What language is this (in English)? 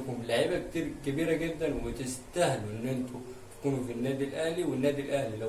Egyptian Arabic